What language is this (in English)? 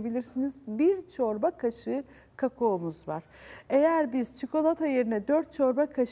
Turkish